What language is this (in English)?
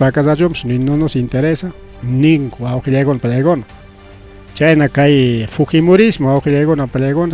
Ayacucho Quechua